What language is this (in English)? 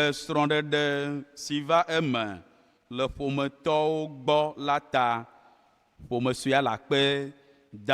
Ewe